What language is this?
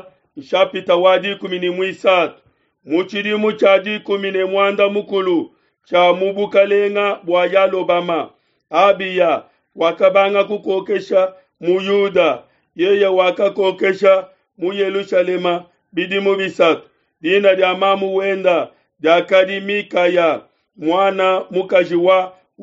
Luba-Lulua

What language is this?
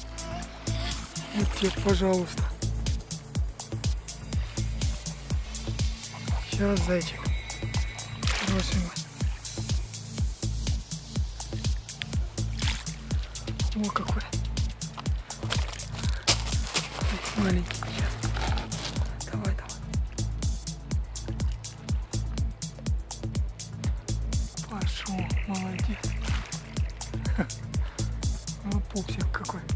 Russian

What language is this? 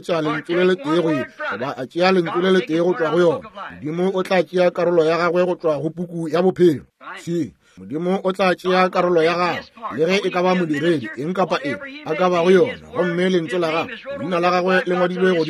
Northern Sotho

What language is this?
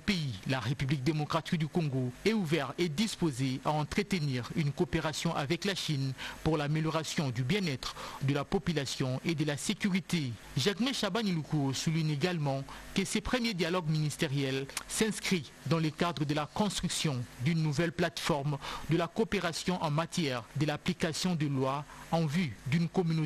French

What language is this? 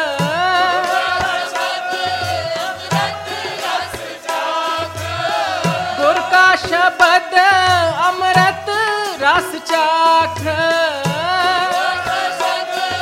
Punjabi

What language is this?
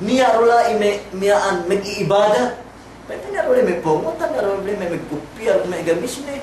Yakan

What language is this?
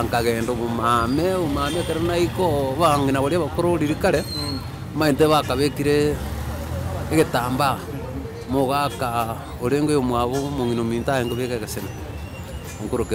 Gusii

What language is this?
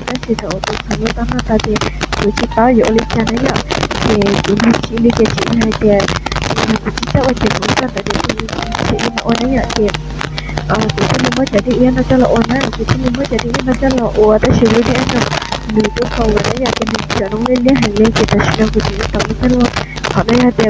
Hmong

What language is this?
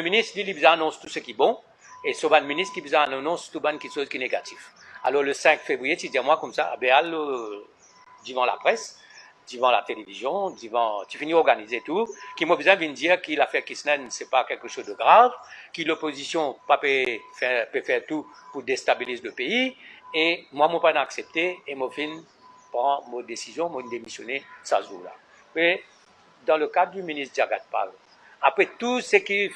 Morisyen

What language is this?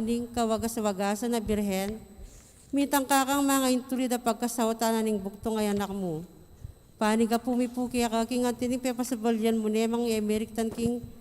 Pampanga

